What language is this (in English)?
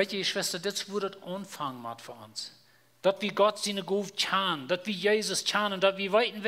Plautdietsch